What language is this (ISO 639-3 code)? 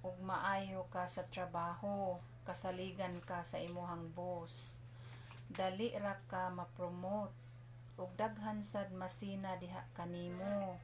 ceb